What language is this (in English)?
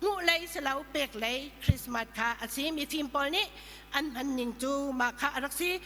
Hakha Chin